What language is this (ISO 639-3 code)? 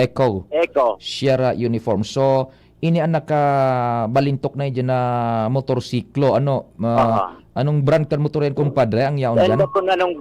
bik